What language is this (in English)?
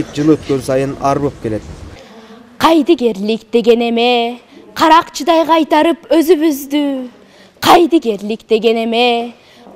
Kyrgyz